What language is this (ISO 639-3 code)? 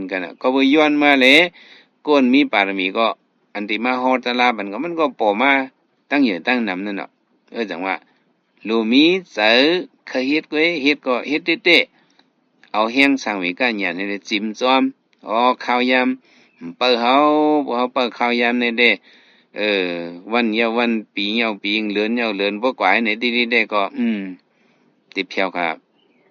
shn